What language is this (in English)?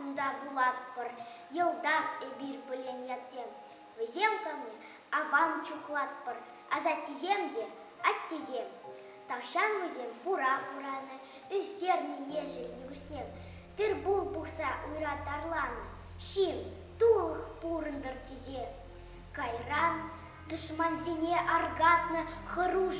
Chuvash